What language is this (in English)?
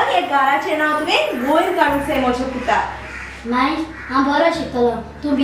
Konkani